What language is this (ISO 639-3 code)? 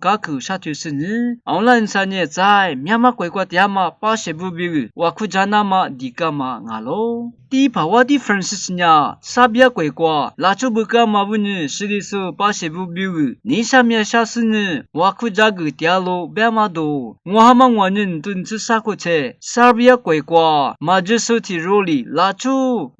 lis